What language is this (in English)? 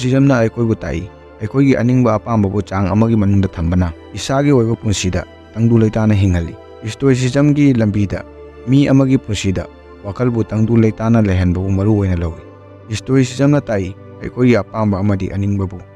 Manipuri